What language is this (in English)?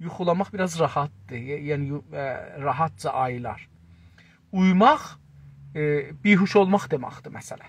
South Azerbaijani